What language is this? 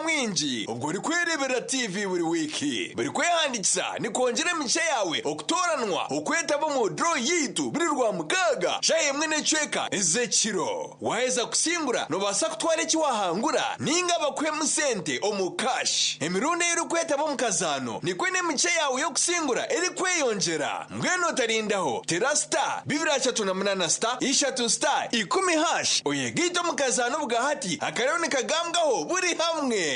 Nyankole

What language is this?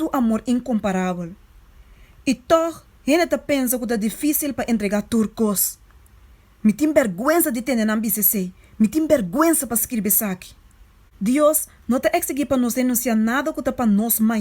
Papiamento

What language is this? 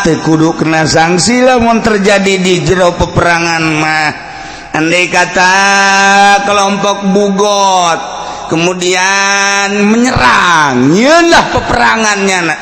Sundanese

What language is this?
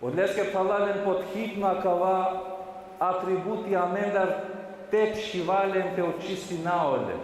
Balkan Romani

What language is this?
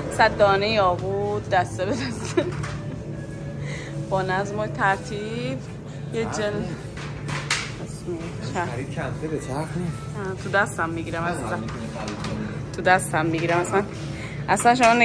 Persian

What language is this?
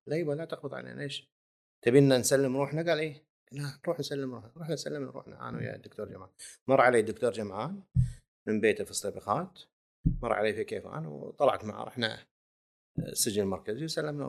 Gulf Arabic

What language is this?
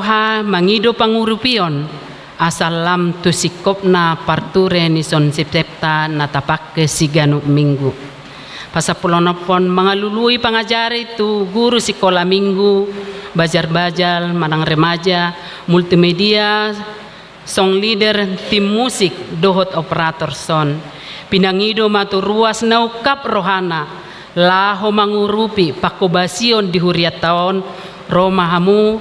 Batak Toba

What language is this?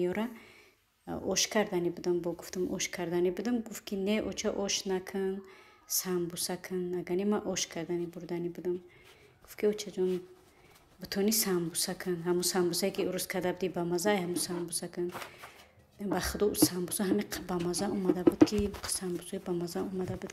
Tajik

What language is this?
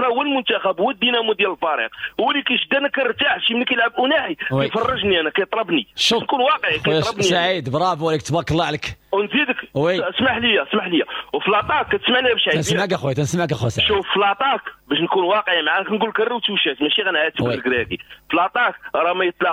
Moroccan Arabic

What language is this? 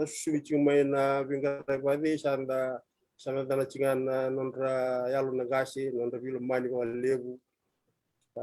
Fijian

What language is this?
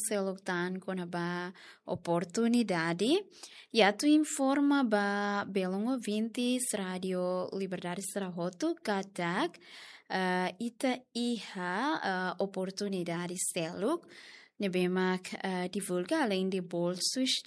Tetum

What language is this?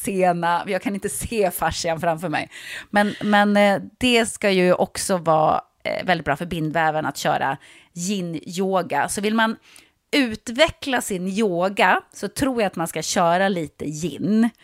Swedish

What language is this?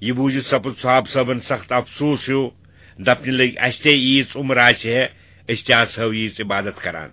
Kashmiri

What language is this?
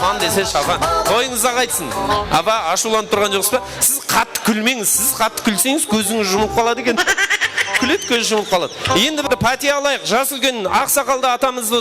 Kara-Kalpak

